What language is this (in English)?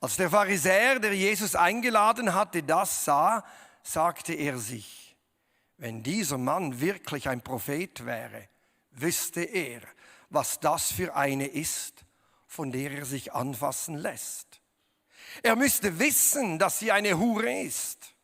Swiss German